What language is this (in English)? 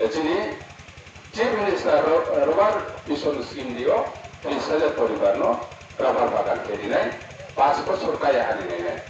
Riang (India)